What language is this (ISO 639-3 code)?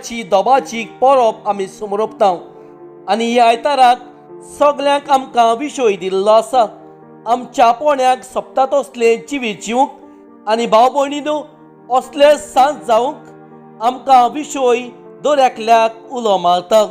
kok